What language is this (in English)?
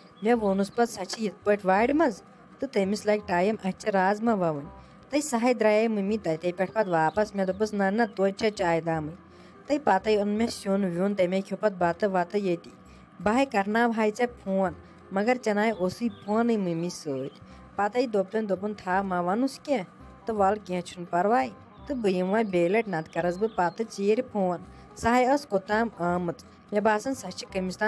Kashmiri